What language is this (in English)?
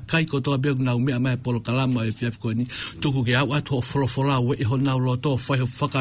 Tongan